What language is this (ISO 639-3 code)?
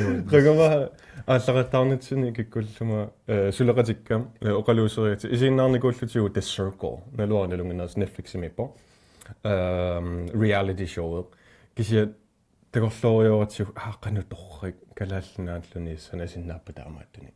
kal